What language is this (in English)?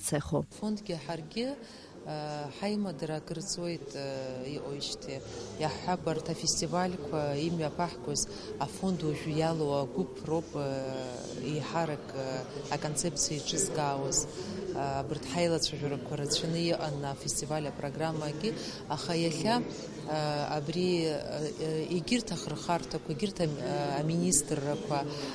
Abkhazian